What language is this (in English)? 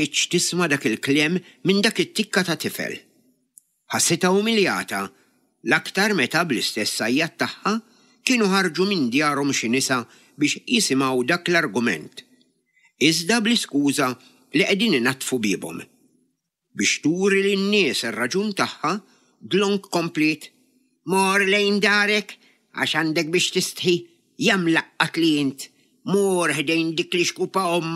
Maltese